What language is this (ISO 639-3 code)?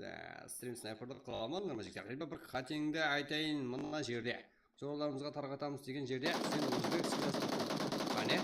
kaa